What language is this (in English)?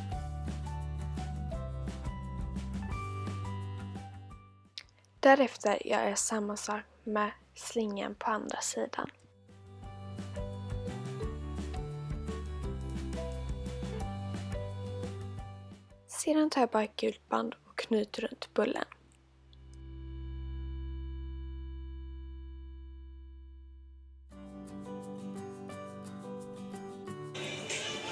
Swedish